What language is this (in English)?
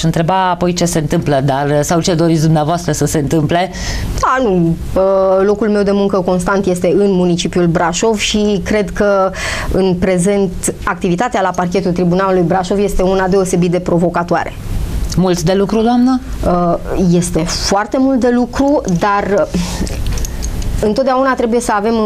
Romanian